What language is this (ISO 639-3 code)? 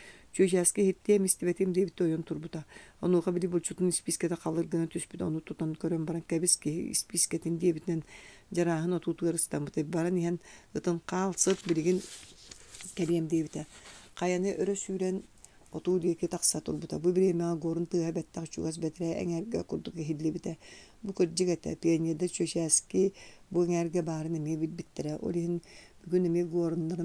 sah